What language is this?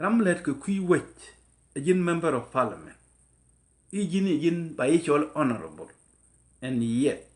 Nuer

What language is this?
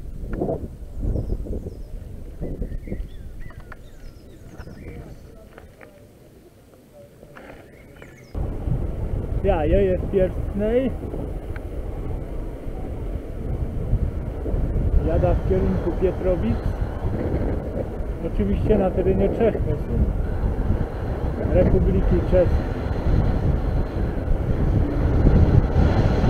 Polish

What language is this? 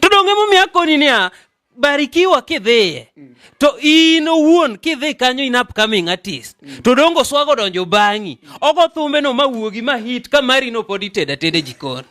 Luo (Kenya and Tanzania)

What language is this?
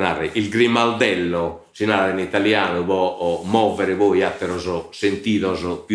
Sardinian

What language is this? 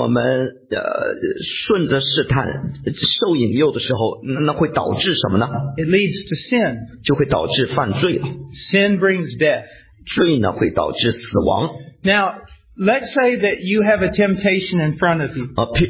Chinese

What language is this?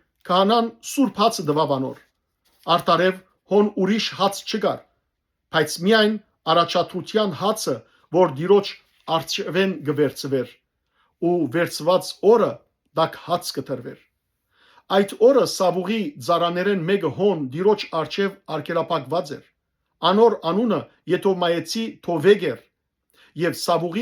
Western Armenian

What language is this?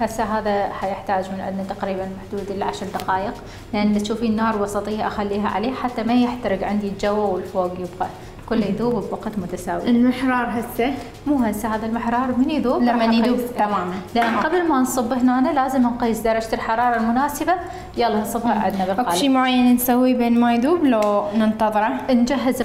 Mesopotamian Arabic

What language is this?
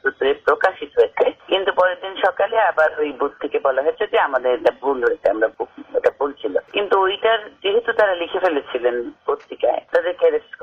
Bangla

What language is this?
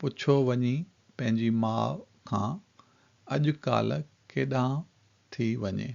Sindhi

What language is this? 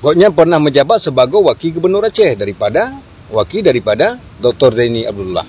Achinese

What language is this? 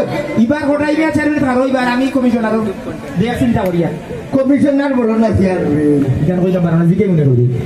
Sylheti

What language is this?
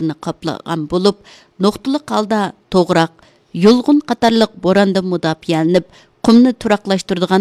Uyghur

